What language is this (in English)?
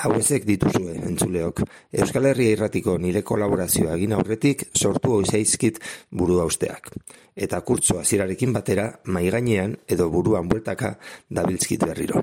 Basque